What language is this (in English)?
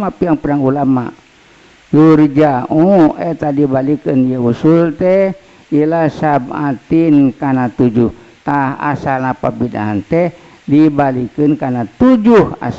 Sundanese